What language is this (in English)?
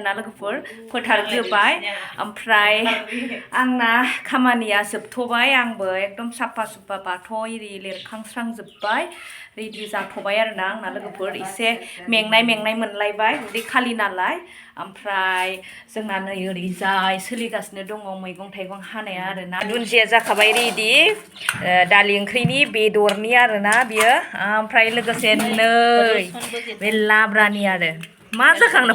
Bodo